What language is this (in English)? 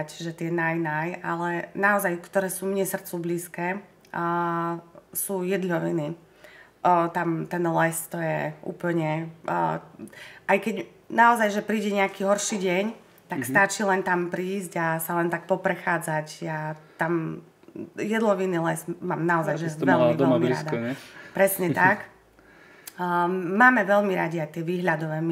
Slovak